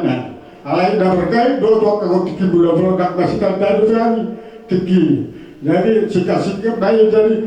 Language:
Batak Toba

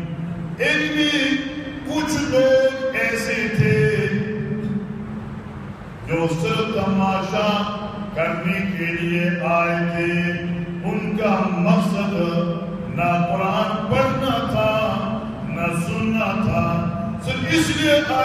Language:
Urdu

